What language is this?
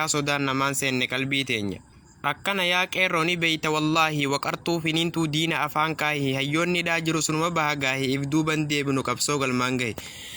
Oromo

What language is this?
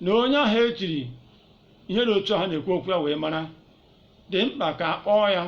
Igbo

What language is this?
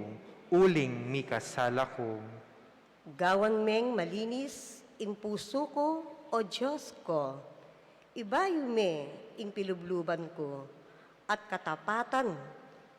Pampanga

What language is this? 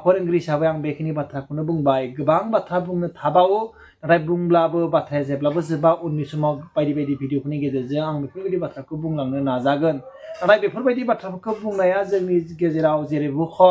Bodo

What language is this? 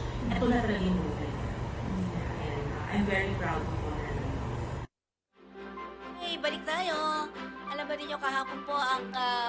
Filipino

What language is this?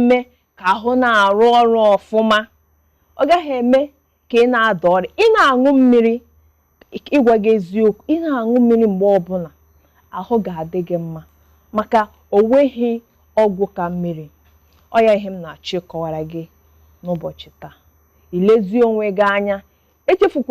Igbo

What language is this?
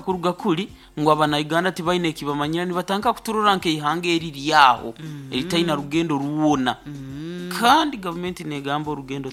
Nyoro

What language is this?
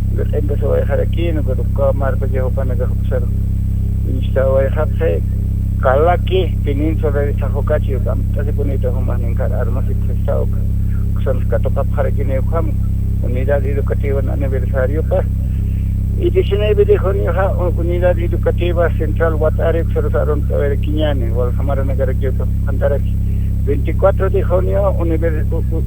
Aymara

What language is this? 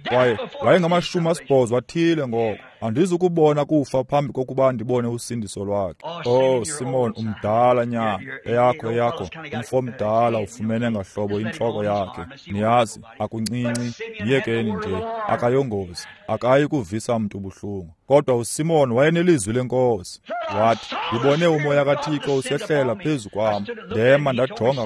Xhosa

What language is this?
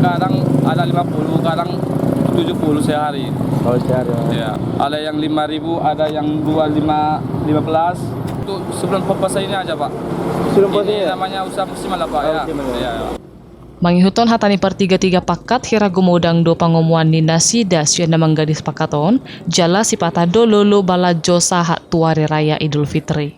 Batak Toba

